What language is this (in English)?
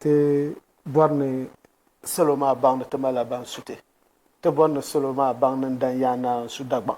Dagbani